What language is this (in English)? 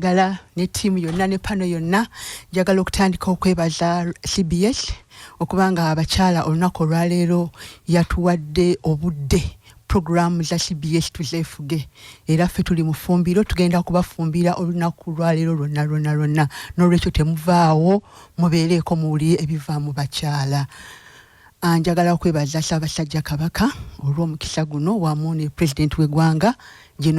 Ganda